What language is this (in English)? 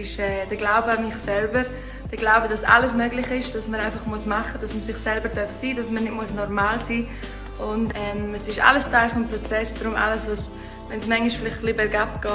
Romansh